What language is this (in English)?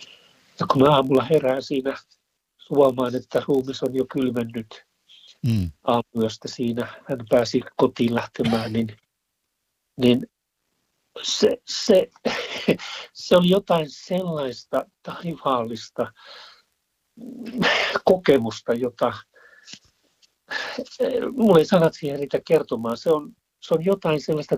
Finnish